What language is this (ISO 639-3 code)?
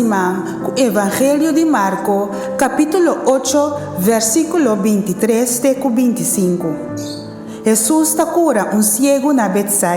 pap